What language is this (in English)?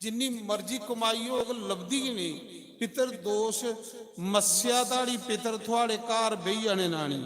Dogri